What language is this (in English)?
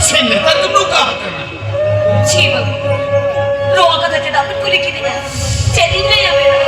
Santali